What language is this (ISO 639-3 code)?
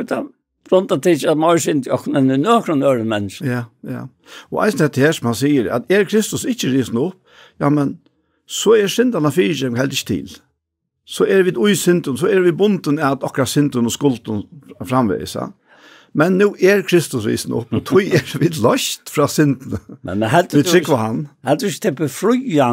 fao